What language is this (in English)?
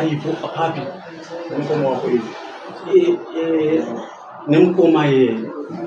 Shona